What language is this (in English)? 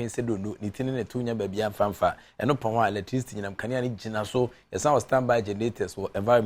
Akan